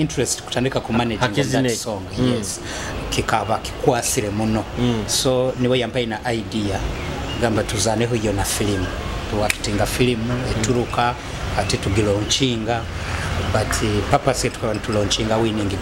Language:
Nyoro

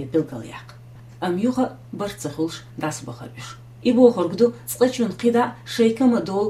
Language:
Chechen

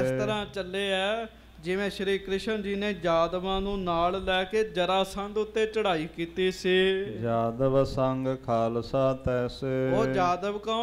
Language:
Punjabi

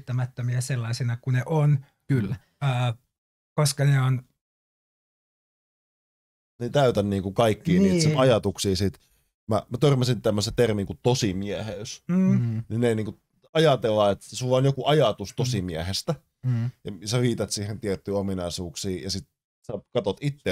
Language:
Finnish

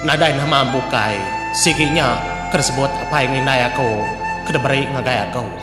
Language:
Iban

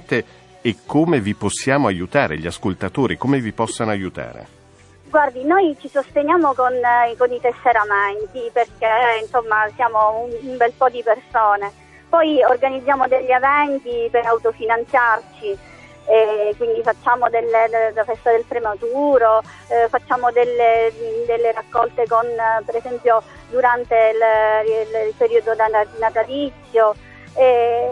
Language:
Italian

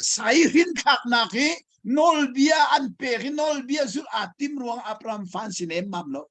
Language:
Hakha Chin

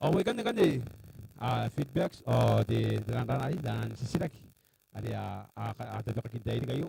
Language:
Gilbertese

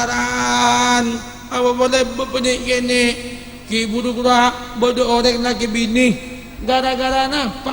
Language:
Madurese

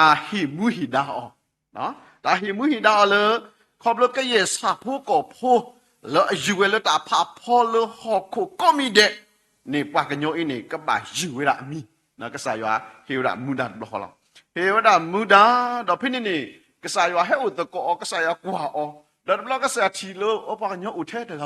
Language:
S'gaw Karen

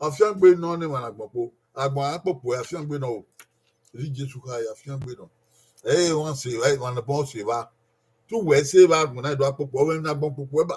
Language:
Bini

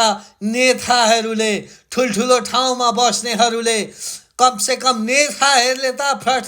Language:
Nepali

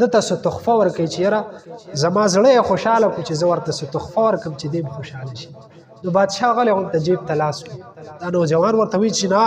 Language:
Pashto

